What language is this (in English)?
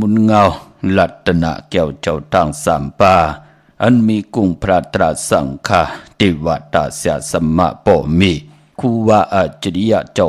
Shan